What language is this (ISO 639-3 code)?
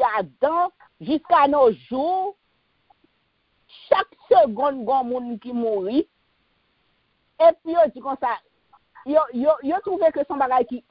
fra